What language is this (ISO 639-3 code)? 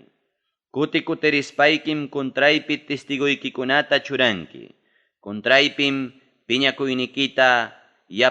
quy